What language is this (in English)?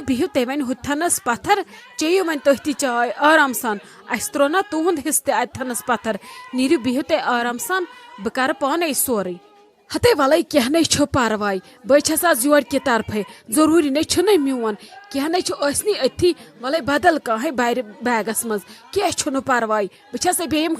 Kashmiri